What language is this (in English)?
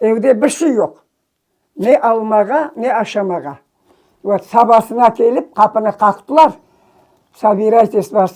Crimean Tatar